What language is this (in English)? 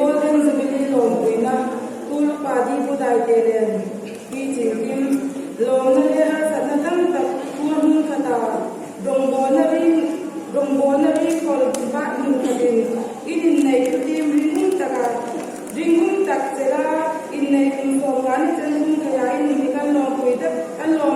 Hmar